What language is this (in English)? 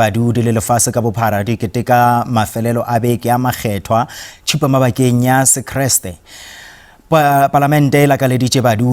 Northern Sotho